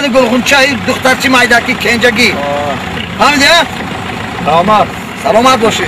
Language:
Tajik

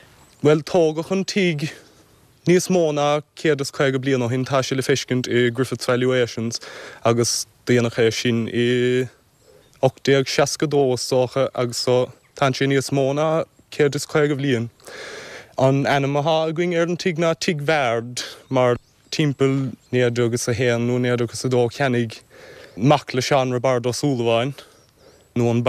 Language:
Irish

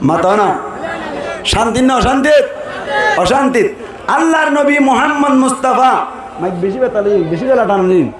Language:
Rohingya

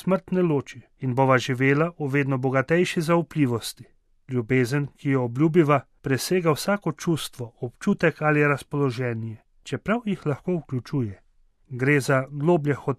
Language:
Slovenian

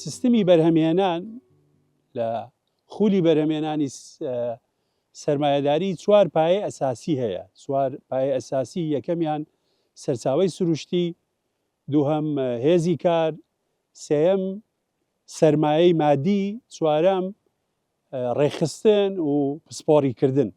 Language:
Central Kurdish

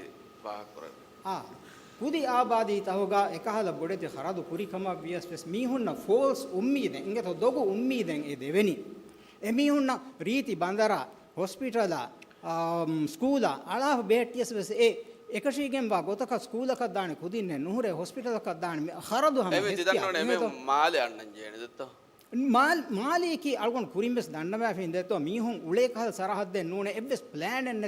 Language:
Divehi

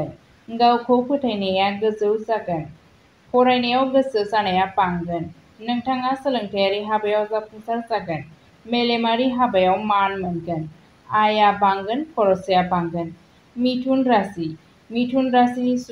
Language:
Bodo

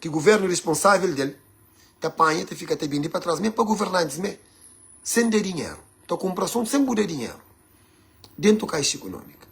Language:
Kabuverdianu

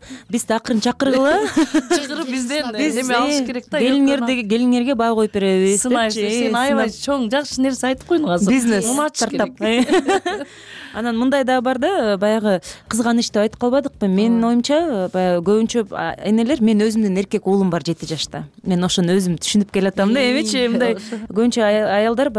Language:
Kyrgyz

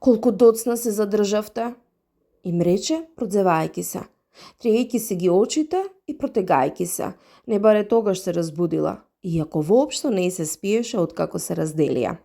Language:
Macedonian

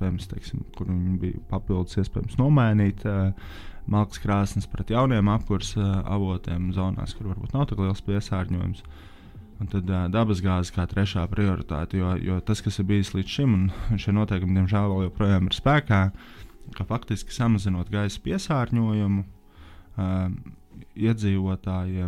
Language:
Latvian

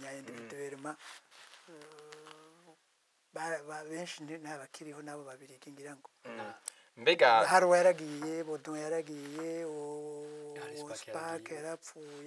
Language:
Rundi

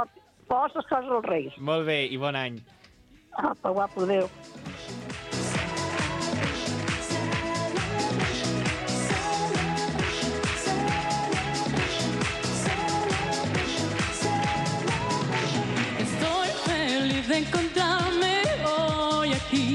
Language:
Catalan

